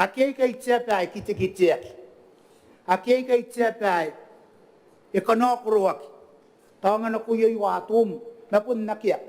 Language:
Gilbertese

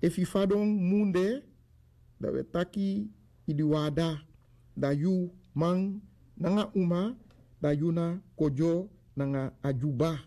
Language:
Sranan Tongo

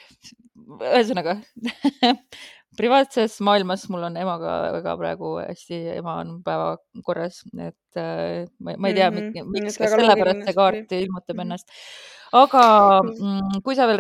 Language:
Estonian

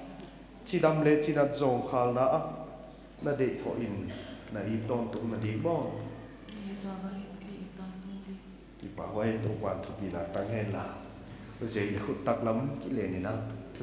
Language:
Paite Chin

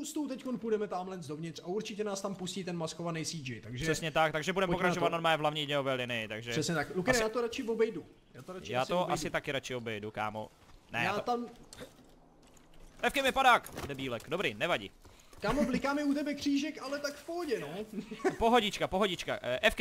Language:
Czech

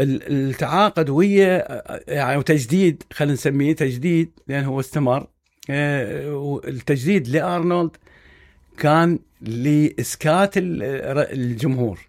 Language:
Mesopotamian Arabic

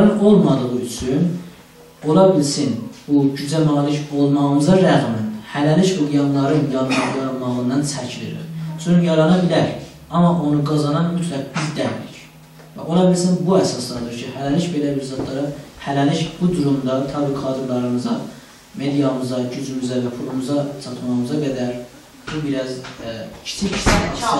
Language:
South Azerbaijani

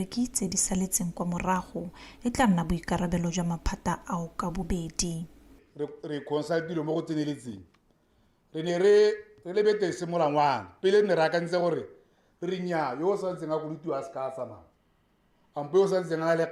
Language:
Tswana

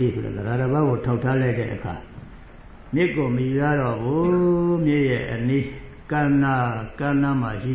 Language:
Burmese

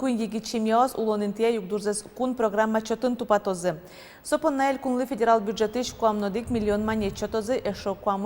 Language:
Udmurt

